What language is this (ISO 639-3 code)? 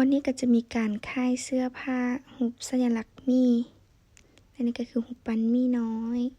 lao